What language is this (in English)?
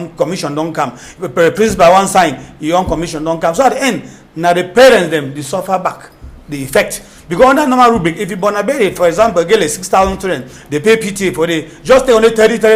Cameroon Pidgin